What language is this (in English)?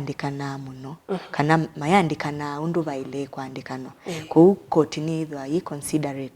Kamba